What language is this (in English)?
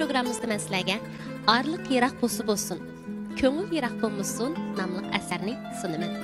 Uyghur